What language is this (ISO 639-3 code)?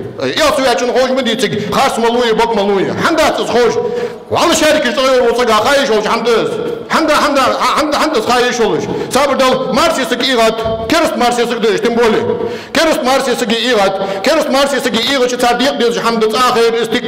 inh